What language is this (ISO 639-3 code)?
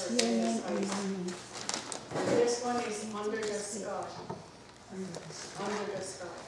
moh